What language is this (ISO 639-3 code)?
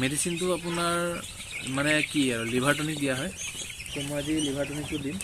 asm